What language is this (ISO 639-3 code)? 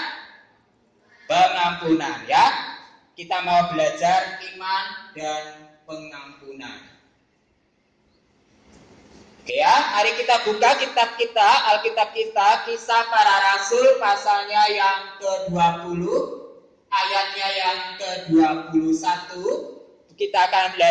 ind